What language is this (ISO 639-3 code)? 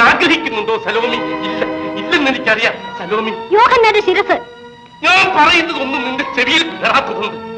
mal